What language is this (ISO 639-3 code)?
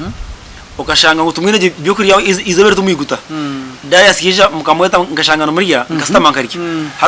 nyn